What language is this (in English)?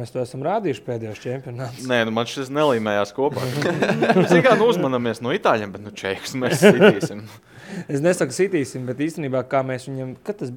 Latvian